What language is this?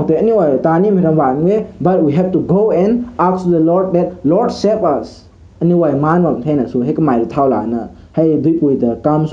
Rongmei Naga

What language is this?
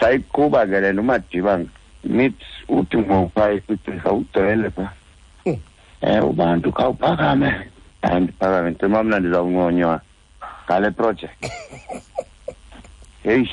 Xhosa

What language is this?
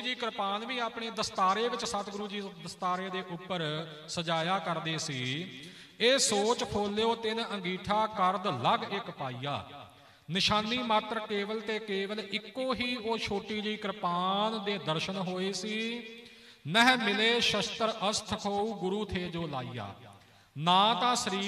Punjabi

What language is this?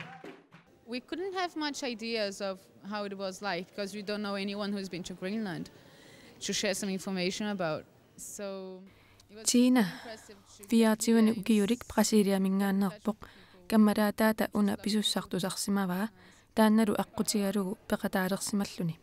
Kalaallisut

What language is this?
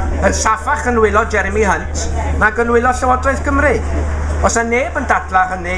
Welsh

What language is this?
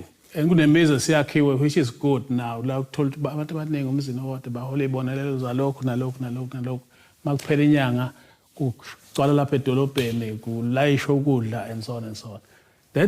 Zulu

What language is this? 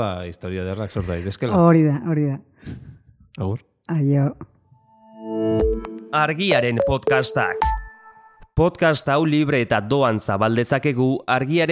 Basque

